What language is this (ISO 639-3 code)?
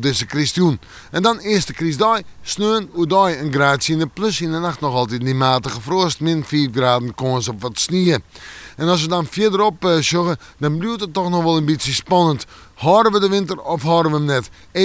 fry